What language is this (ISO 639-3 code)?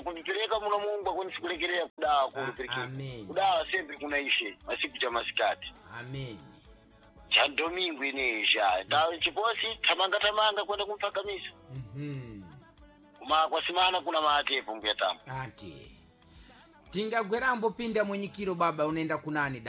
seh